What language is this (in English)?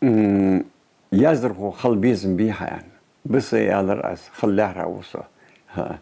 Ingush